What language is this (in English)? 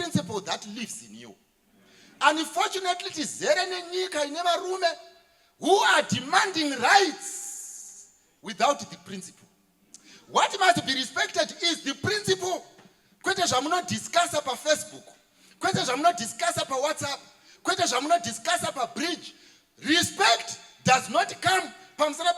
Shona